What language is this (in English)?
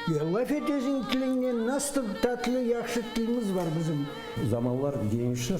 Crimean Tatar